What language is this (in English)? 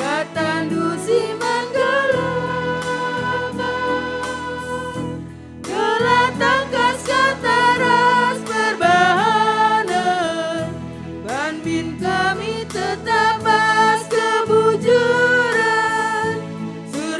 Batak Karo